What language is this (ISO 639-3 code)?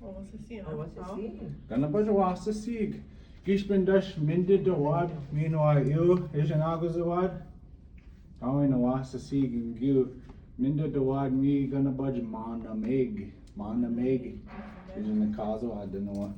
ciw